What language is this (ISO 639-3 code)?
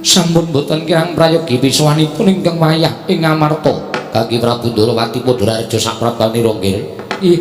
jav